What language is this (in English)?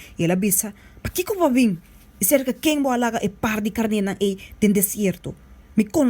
Papiamento